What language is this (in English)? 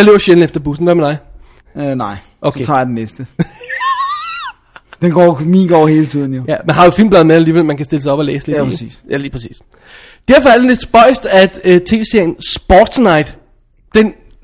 Danish